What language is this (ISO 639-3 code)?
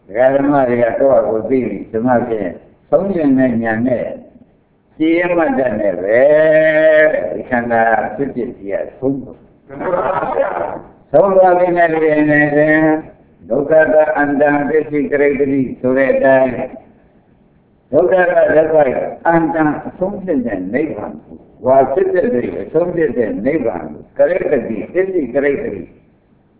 mya